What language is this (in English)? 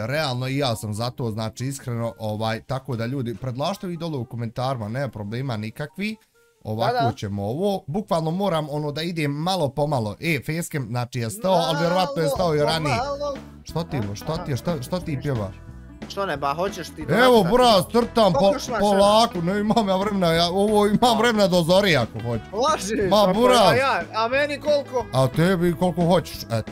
Bosnian